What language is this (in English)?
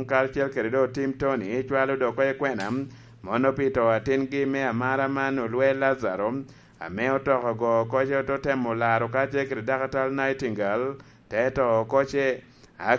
Lango (Uganda)